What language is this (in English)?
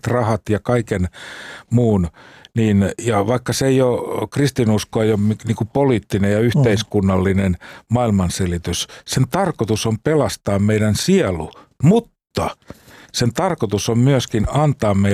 Finnish